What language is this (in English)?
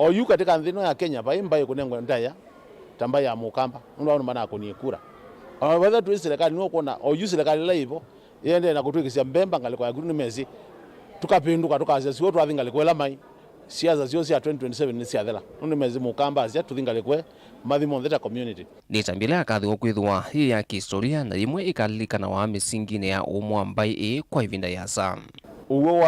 Kamba